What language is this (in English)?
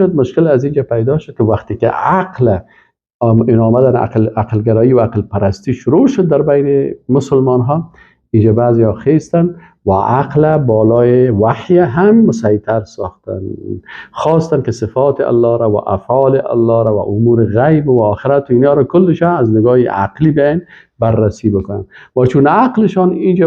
Persian